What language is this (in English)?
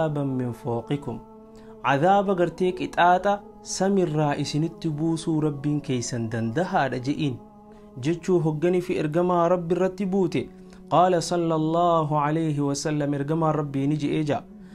Oromo